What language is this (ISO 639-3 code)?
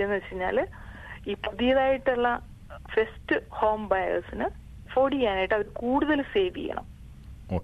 mal